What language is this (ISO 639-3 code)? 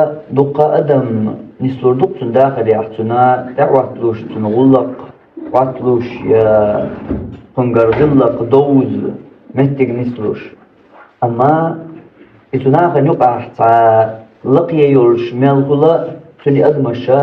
che